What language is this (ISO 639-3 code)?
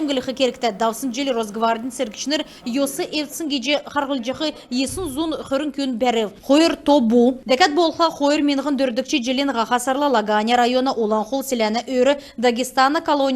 xal